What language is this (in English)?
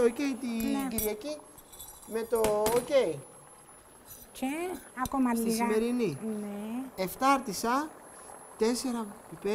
Greek